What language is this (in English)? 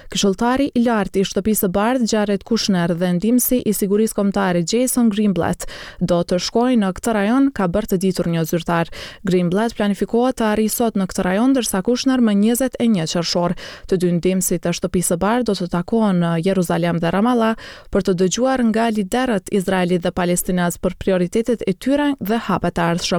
Albanian